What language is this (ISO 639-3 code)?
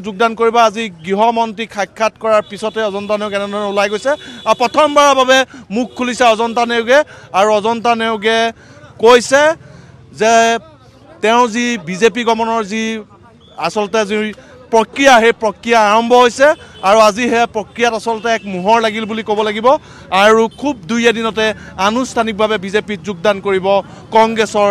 asm